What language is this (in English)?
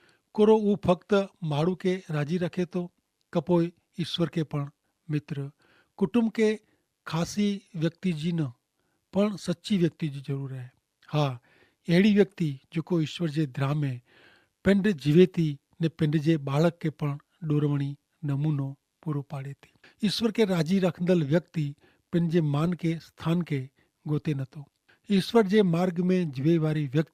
Kachhi